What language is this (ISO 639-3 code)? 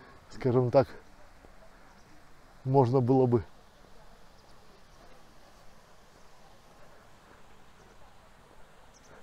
rus